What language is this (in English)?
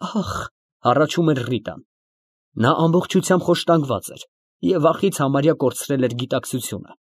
Armenian